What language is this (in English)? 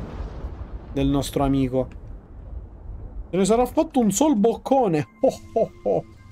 Italian